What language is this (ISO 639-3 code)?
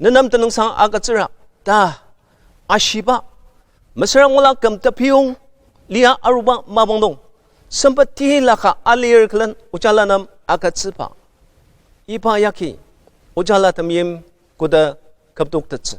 njo